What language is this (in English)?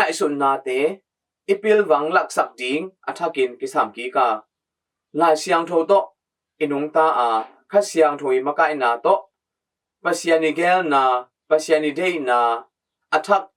Tedim Chin